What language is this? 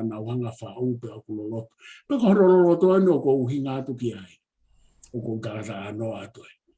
Tongan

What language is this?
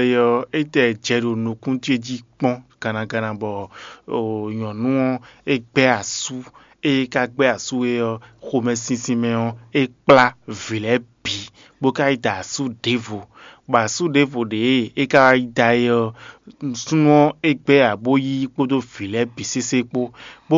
Fon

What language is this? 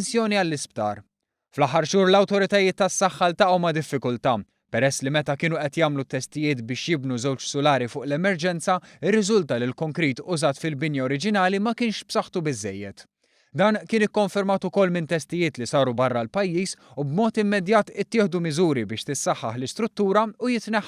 Maltese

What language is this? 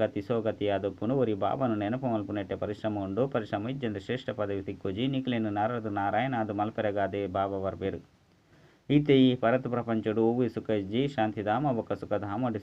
Tulu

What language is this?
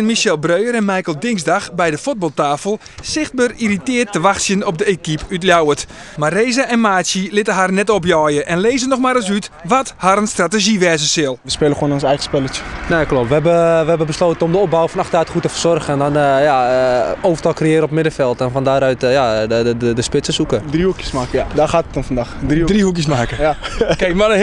Western Frisian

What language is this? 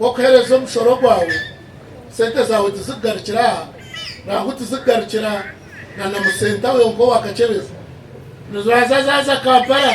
Nyankole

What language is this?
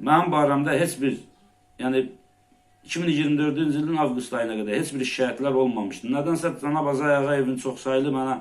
Azerbaijani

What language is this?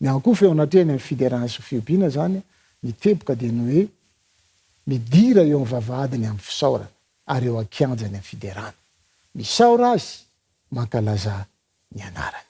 Malagasy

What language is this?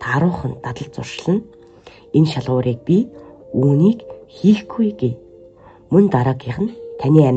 Mongolian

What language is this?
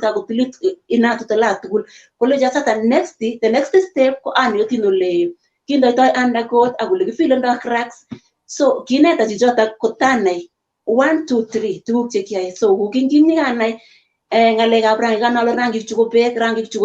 Kalenjin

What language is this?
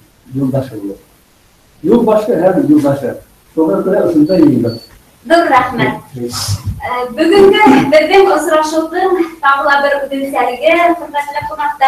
Bashkir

